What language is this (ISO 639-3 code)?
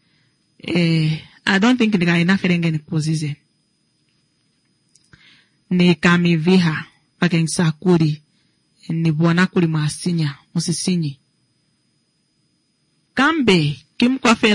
swa